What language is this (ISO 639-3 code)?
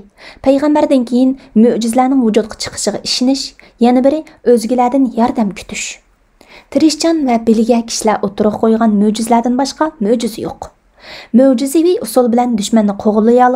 uig